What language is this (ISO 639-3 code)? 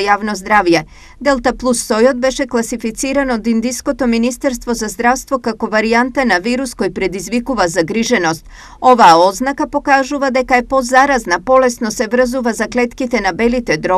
mkd